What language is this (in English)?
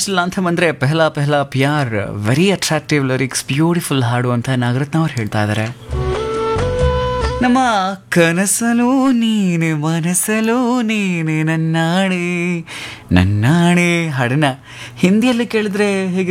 Kannada